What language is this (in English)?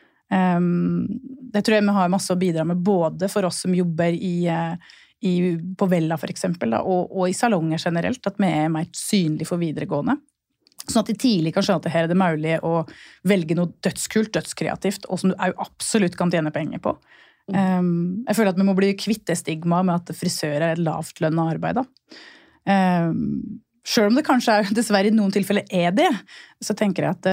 Norwegian